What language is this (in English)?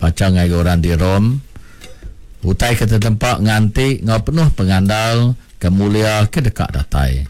Iban